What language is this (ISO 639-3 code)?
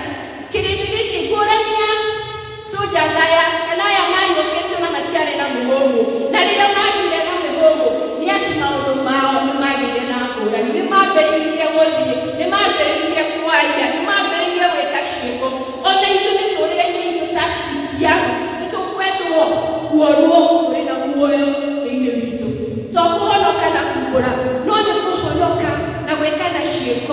kik